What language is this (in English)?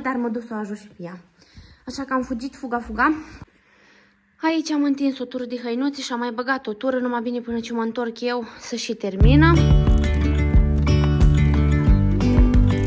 Romanian